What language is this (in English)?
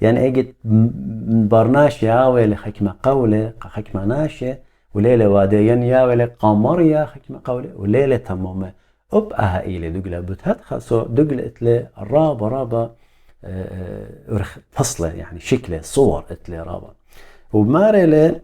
Assyrian Neo-Aramaic